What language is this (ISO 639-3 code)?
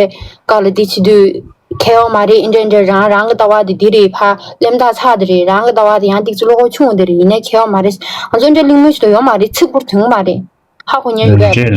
bod